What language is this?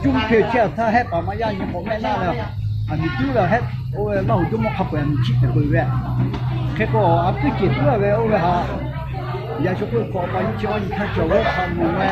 Lahu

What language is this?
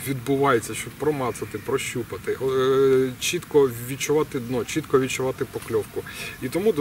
Ukrainian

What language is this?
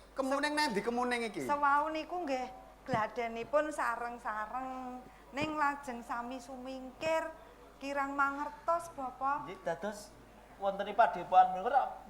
Javanese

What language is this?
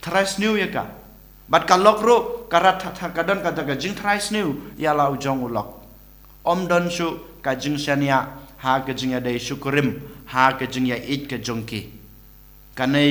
Khasi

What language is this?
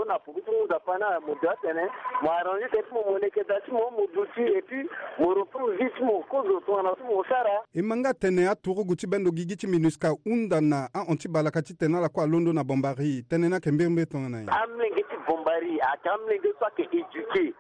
Sango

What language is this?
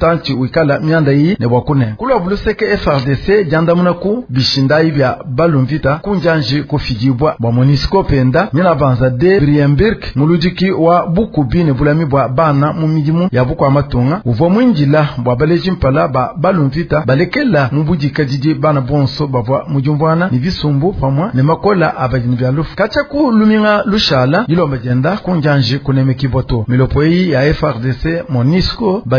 Luba-Lulua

